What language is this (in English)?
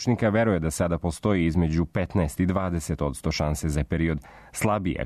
Serbian